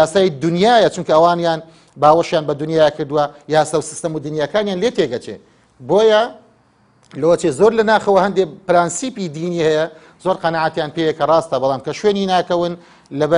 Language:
Central Kurdish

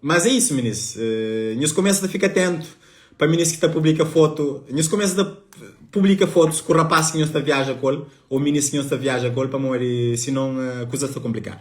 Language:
Kabuverdianu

